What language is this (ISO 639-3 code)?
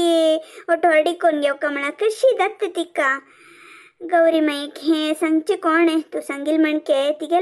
kok